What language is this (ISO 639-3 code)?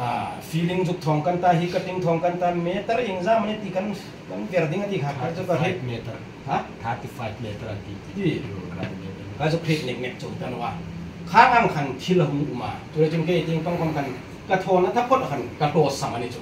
hmr